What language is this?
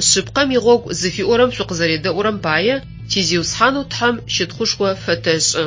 Adyghe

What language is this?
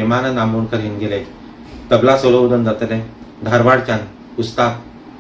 Konkani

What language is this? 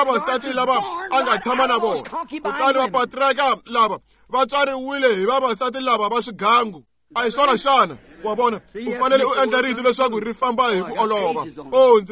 Tsonga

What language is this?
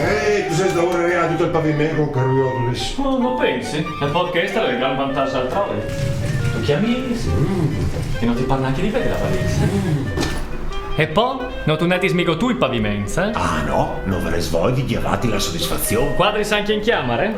Friulian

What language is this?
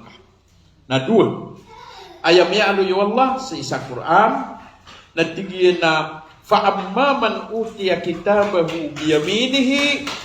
Maranao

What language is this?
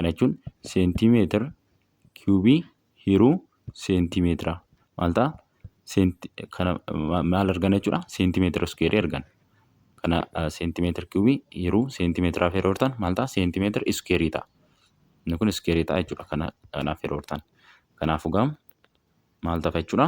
Oromo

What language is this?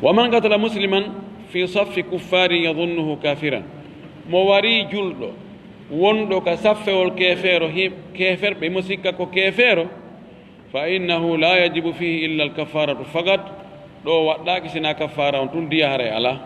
Fula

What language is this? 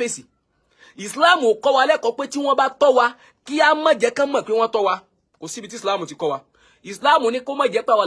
Yoruba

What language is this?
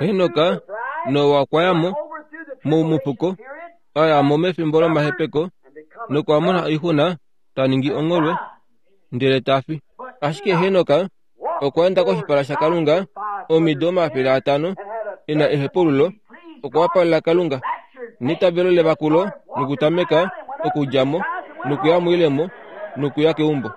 Kuanyama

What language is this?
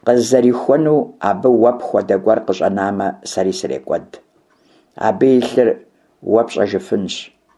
Kabardian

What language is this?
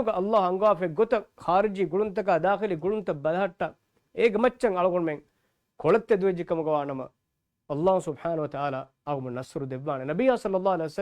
Divehi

